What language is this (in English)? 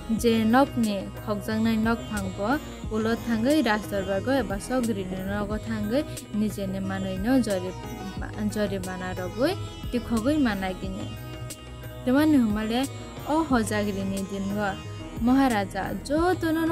Kok Borok